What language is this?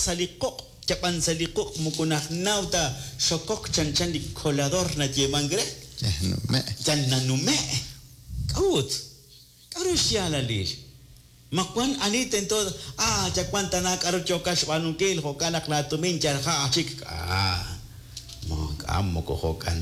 Kekchí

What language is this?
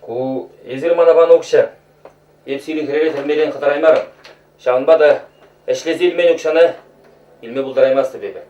Chuvash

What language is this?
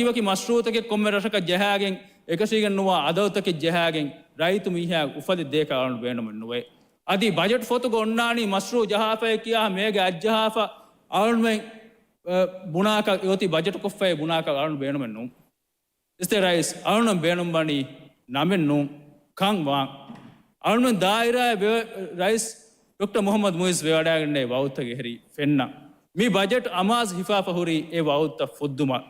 Divehi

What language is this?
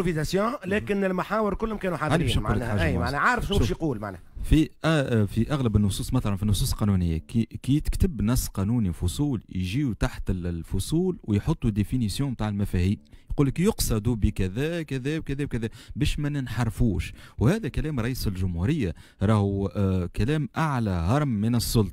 Tunisian Arabic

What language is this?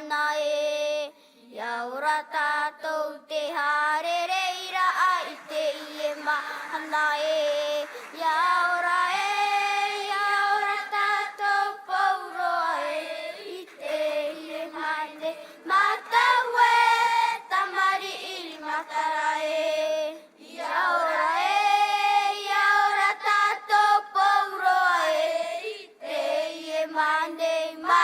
Tahitian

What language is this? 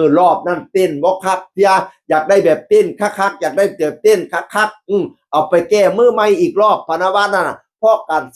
Northeastern Thai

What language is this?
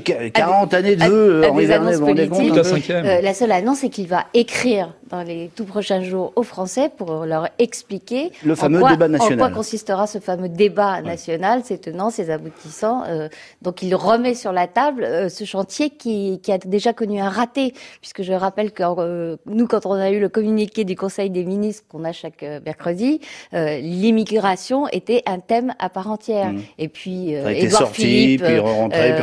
French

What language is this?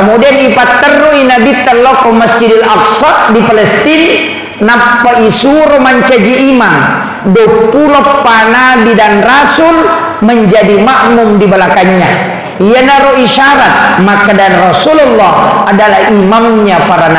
Buginese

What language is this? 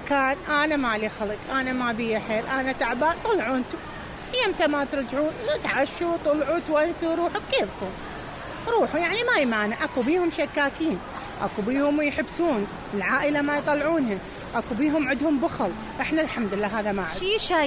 Mesopotamian Arabic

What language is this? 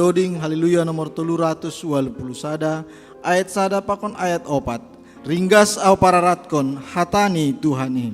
Batak Simalungun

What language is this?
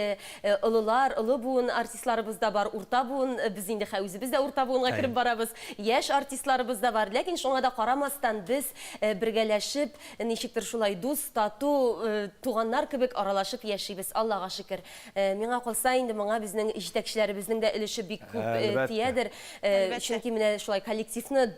Tatar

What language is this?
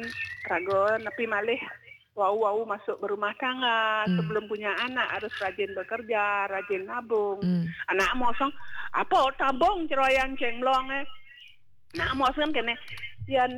Balinese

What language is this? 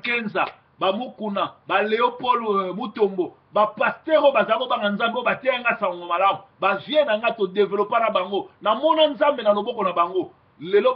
Lingala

